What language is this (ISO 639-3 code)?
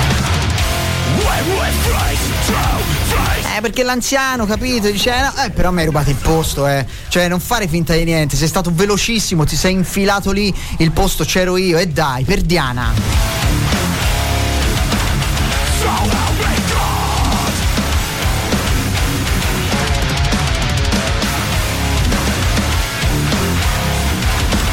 ita